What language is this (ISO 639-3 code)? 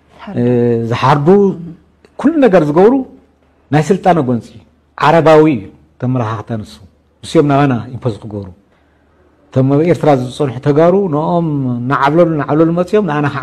tir